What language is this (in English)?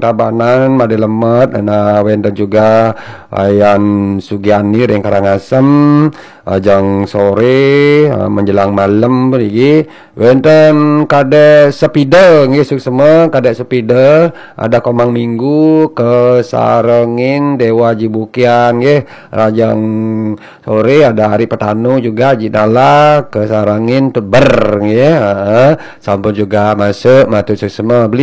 Balinese